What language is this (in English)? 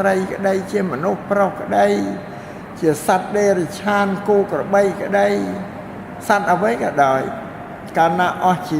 Khmer